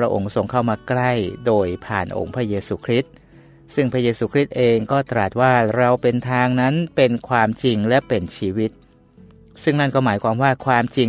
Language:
Thai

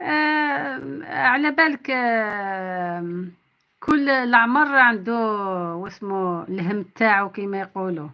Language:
Algerian Arabic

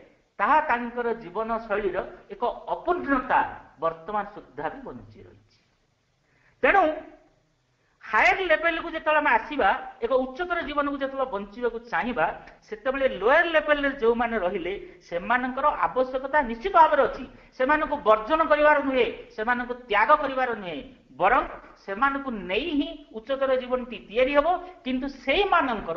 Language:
Odia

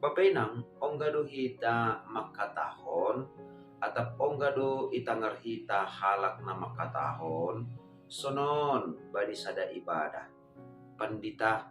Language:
Batak Simalungun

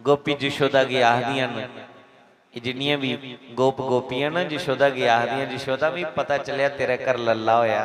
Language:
Dogri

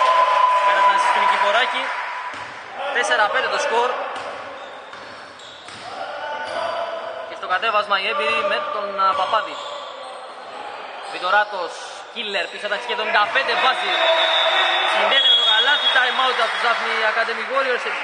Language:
Greek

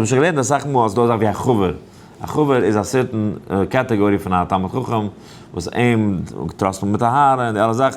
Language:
Yiddish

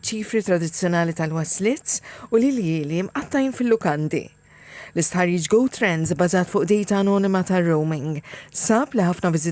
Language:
Maltese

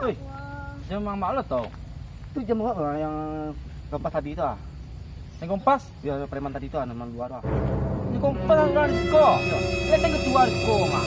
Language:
Minangkabau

